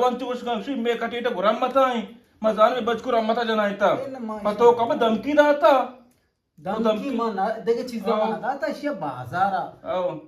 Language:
Eastern Balochi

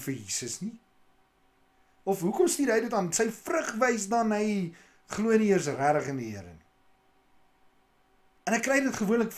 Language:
Afrikaans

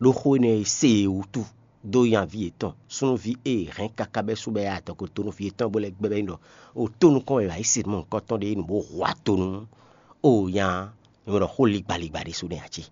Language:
Fon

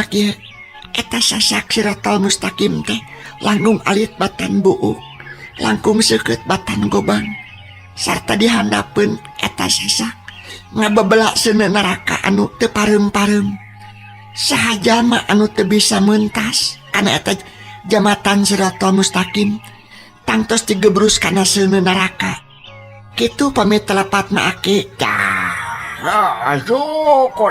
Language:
Sundanese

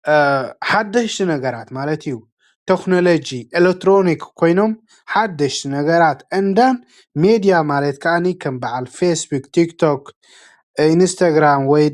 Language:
Tigrinya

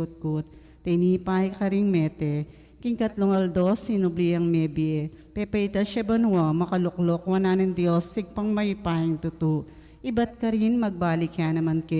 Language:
Pampanga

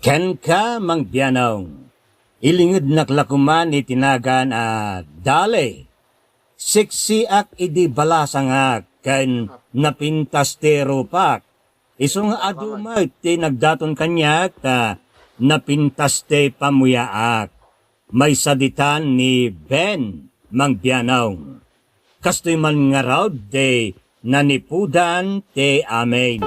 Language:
Iloko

